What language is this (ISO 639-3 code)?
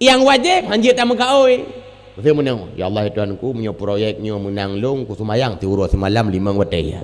ace